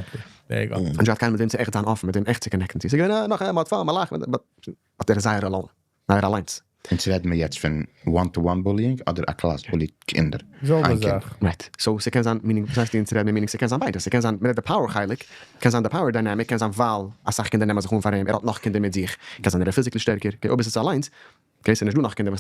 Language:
Yiddish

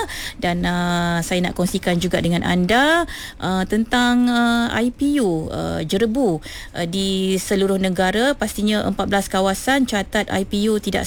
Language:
Malay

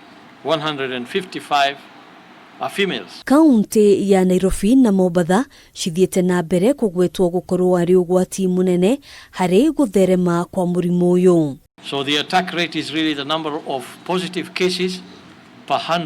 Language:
Kikuyu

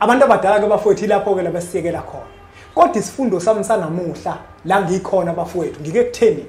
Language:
Zulu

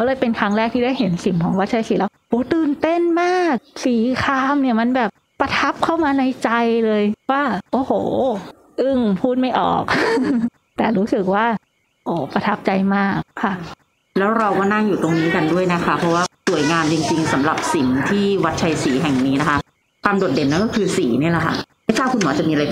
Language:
Thai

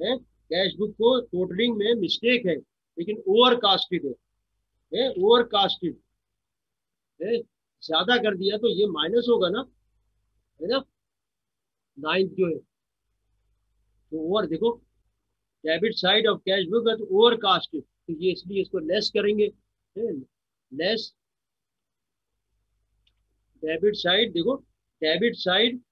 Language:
Hindi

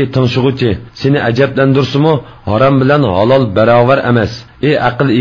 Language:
Uyghur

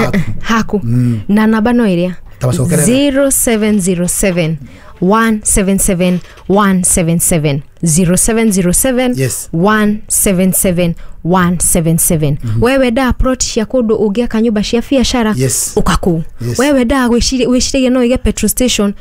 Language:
Kikuyu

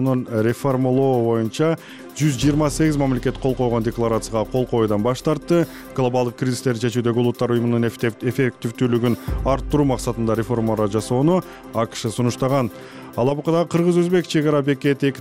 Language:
Kyrgyz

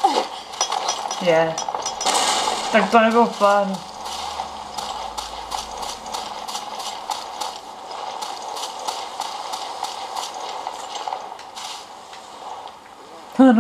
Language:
Czech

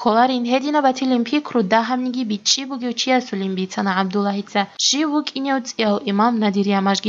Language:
Avaric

